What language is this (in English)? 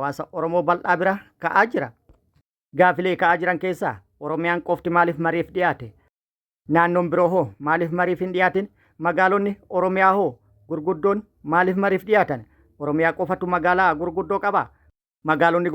Oromo